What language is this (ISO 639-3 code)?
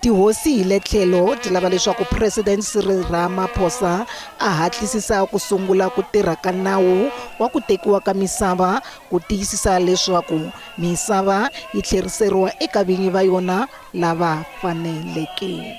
tso